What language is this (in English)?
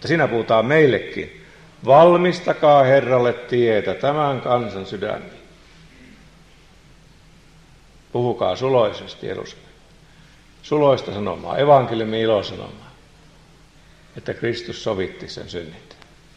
Finnish